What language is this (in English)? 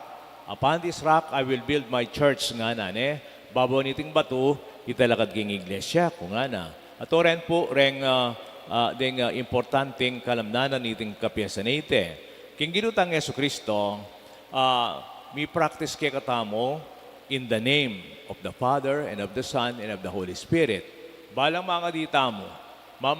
Pampanga